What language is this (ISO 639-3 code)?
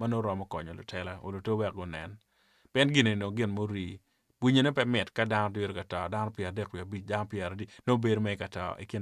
ach